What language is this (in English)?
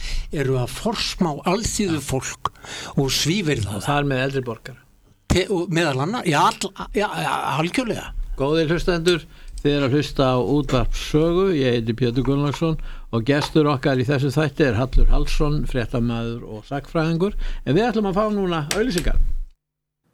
Icelandic